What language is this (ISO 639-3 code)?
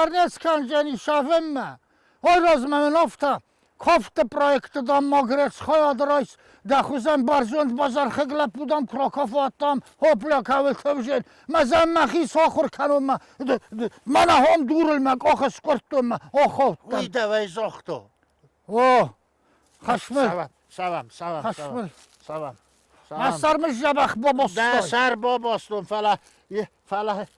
oss